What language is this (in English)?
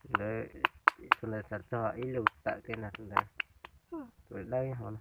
Hmong